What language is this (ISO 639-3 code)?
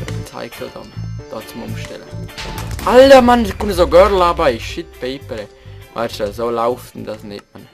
gsw